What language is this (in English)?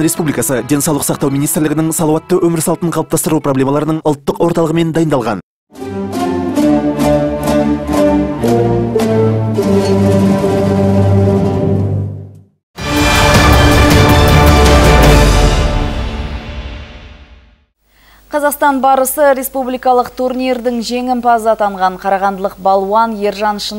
Kazakh